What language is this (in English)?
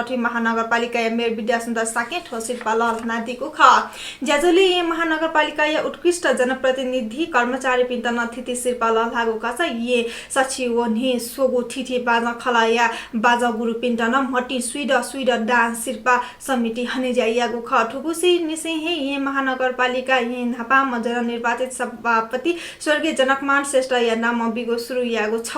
Newari